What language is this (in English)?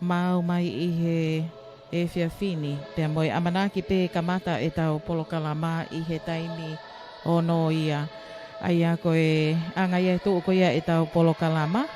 Tongan